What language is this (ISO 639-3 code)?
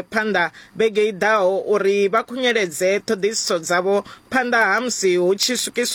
ven